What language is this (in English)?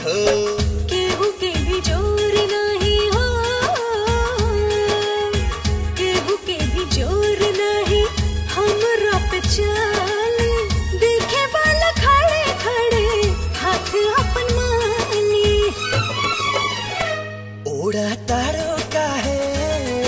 Bhojpuri